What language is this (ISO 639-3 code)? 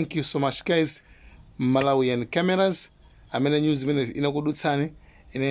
nya